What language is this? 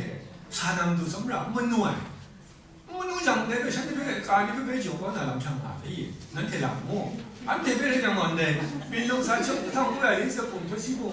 Kachin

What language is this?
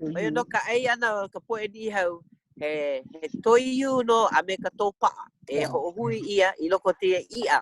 Hawaiian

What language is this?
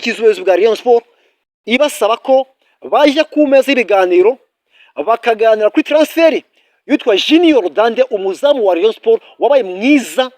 Kinyarwanda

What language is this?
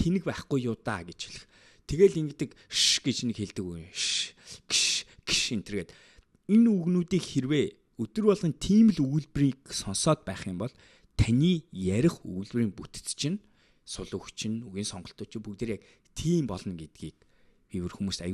Mongolian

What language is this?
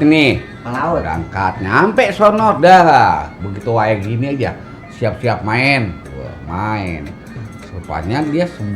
Betawi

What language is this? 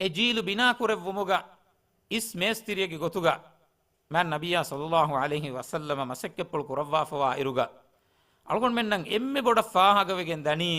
Divehi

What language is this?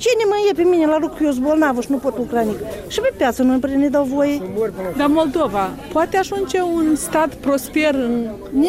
Romanian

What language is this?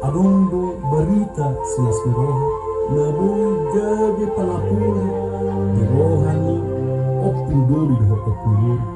Batak Toba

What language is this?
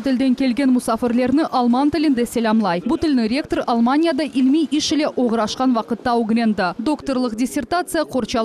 Crimean Tatar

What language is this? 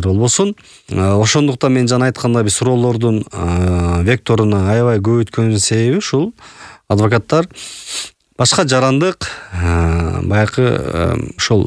Kyrgyz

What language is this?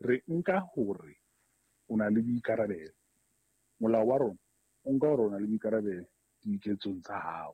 Southern Sotho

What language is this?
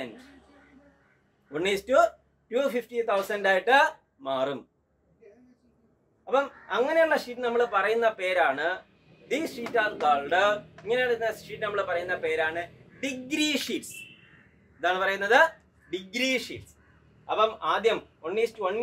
Malayalam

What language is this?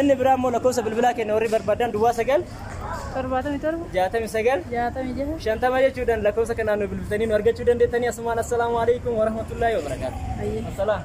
Oromo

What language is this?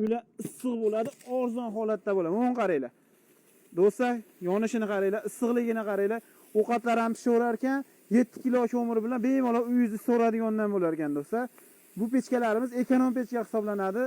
Uzbek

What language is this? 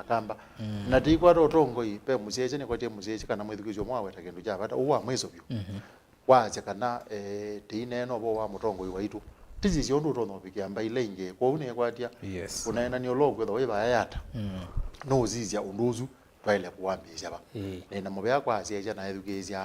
Kamba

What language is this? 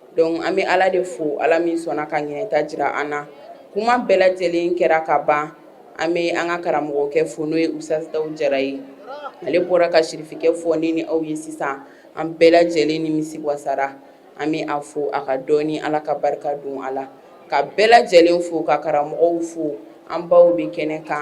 Bambara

